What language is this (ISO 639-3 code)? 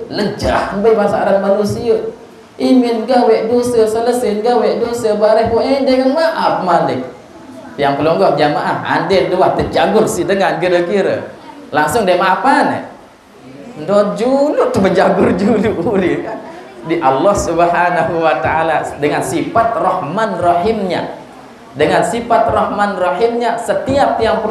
sas